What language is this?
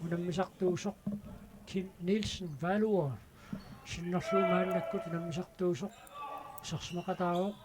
Kalaallisut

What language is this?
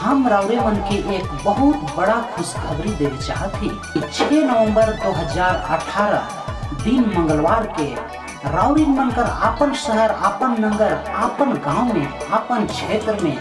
Sadri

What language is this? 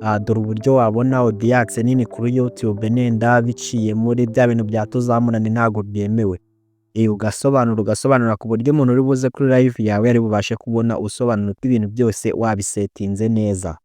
Kinyarwanda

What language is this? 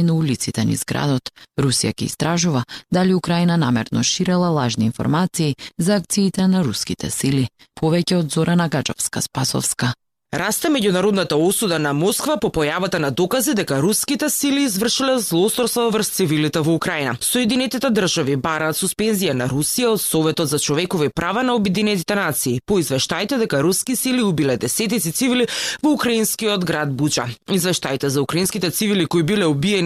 Macedonian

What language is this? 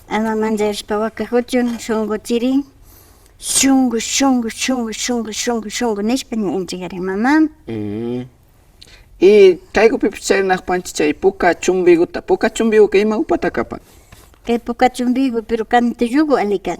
Imbabura Highland Quichua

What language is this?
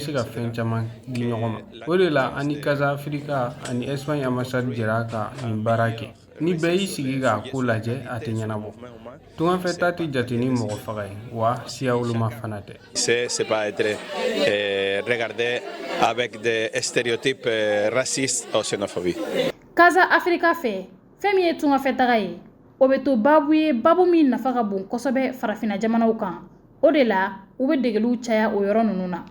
Bambara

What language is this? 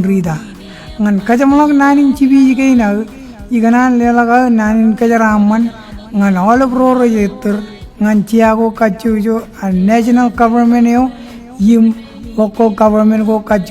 Marshallese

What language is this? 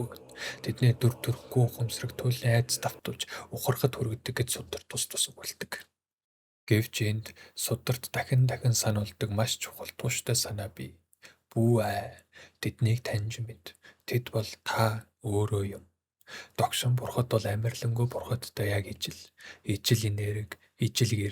Mongolian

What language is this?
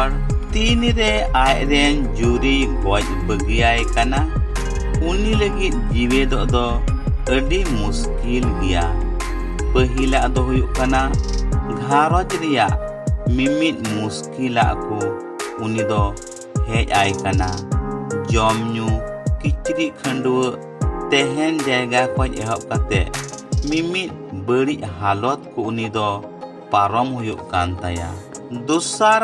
Santali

